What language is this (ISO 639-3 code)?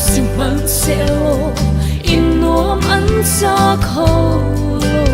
cnh